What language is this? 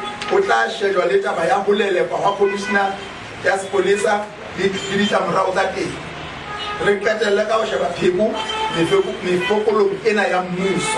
Southern Sotho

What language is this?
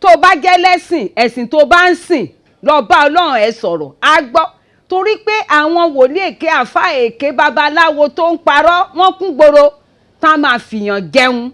Yoruba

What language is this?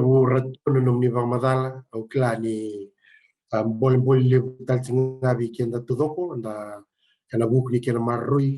Fijian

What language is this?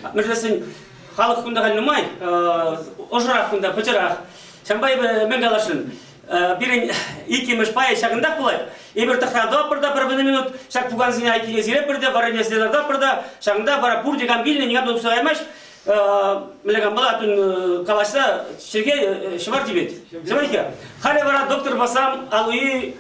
Chuvash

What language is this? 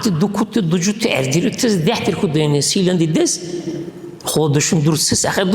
Dargwa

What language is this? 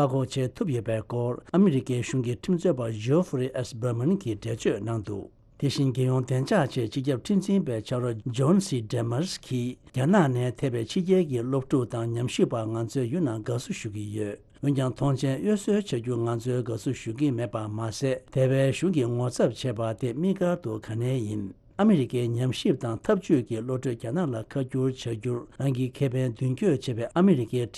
Tibetan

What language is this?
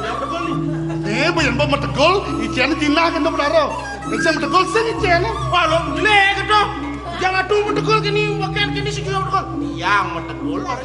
Balinese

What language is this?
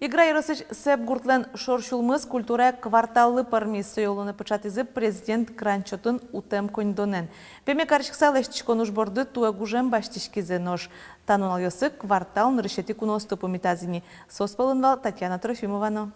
Udmurt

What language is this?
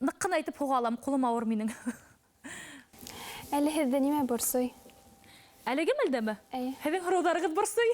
Bashkir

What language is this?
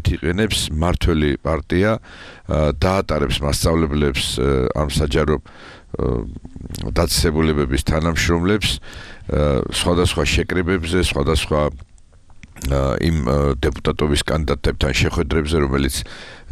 Georgian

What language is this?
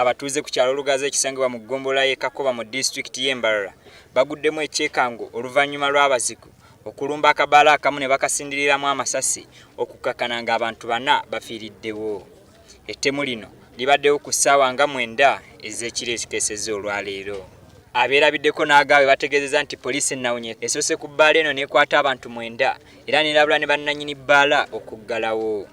Ganda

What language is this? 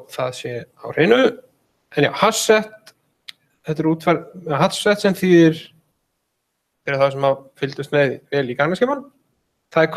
Icelandic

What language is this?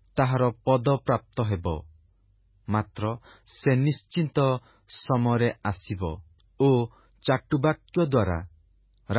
Odia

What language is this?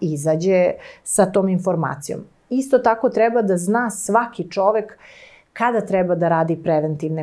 Serbian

